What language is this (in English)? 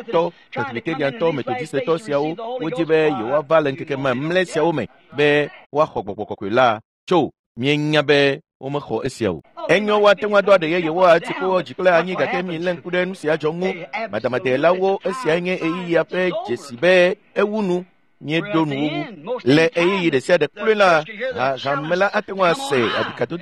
Ewe